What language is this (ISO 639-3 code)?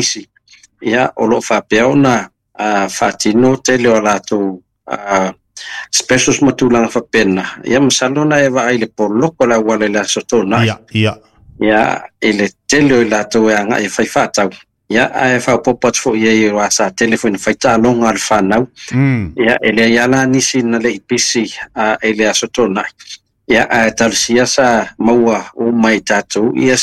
smo